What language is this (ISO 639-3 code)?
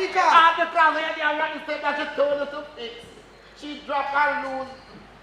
jam